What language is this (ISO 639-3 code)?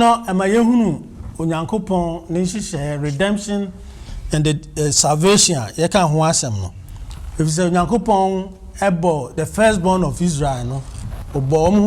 aka